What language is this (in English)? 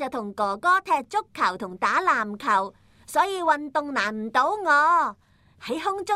Cantonese